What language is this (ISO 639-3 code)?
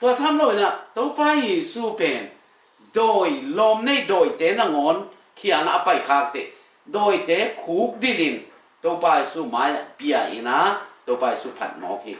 ctd